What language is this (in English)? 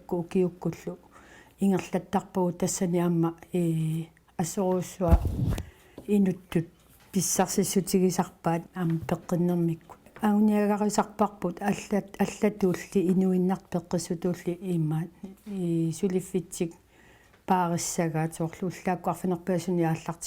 Kalaallisut